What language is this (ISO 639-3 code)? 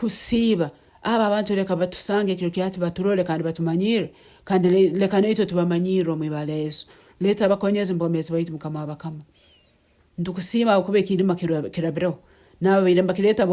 nyn